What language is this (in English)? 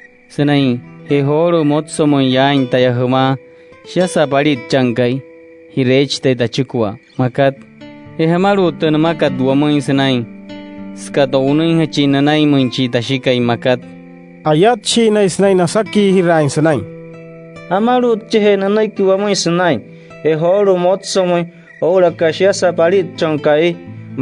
Wayuu